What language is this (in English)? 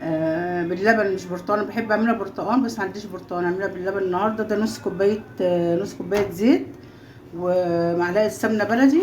Egyptian Arabic